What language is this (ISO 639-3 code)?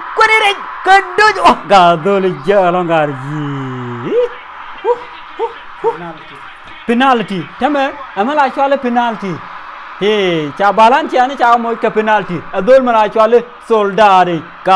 nus